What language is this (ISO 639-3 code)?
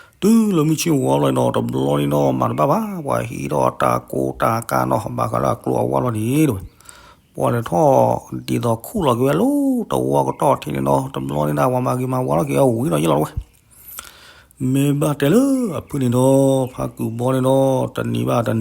ksw